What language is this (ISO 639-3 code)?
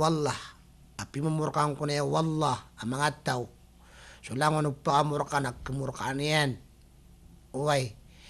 mrw